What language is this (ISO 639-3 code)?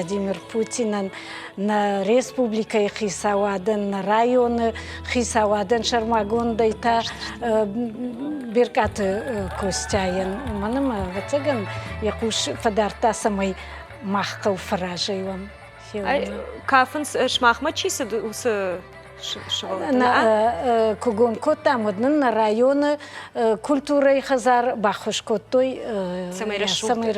oss